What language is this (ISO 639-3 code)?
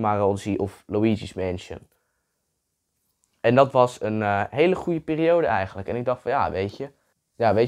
nld